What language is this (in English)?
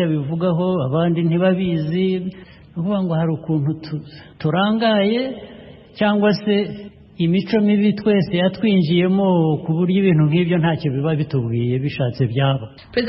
Kinyarwanda